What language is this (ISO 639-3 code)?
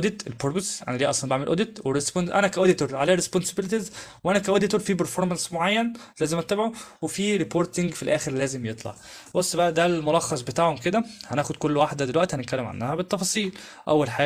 arz